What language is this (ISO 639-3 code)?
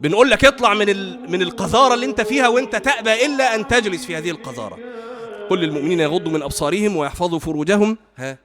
arz